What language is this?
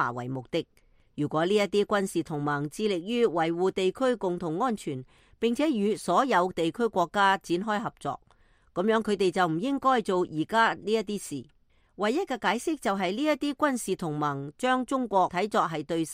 Cantonese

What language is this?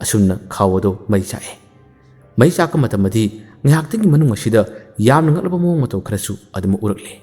Manipuri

